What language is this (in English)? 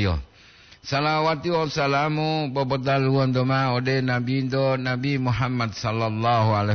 Gorontalo